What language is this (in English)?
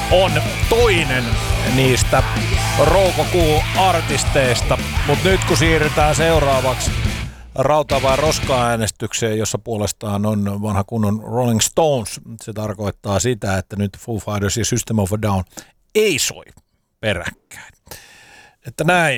Finnish